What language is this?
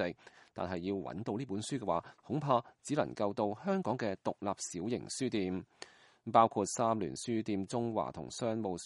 Cantonese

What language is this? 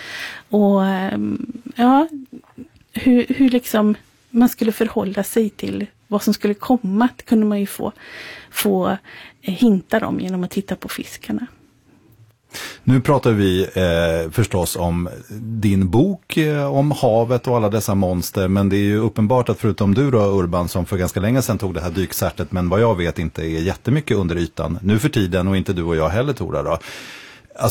Swedish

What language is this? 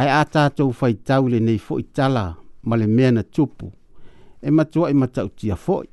Samoan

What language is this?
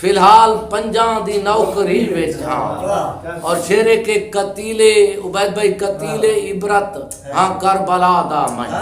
Saraiki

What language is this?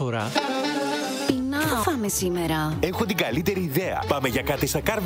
Greek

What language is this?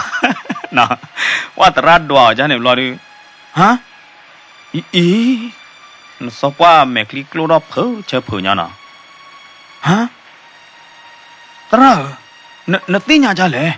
S'gaw Karen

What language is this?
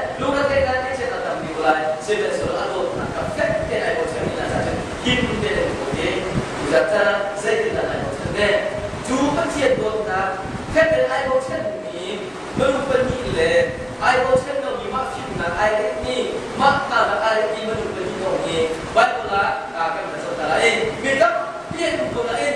Hakha Chin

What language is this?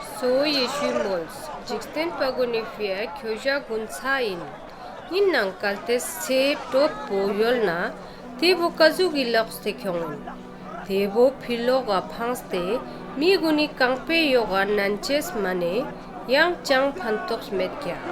Ladakhi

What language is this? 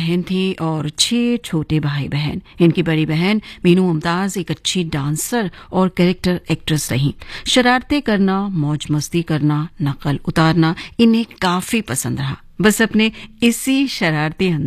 Hindi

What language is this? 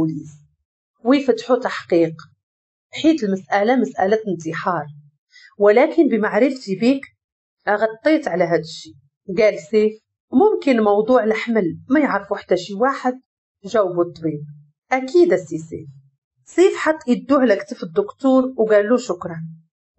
Moroccan Arabic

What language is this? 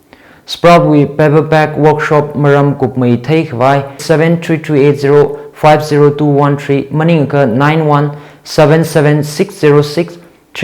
Tangkhul Naga (India)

